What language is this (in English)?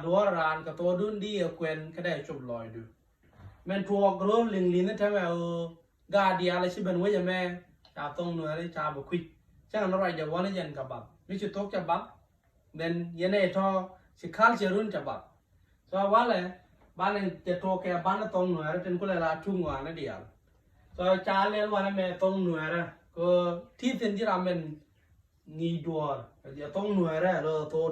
Nuer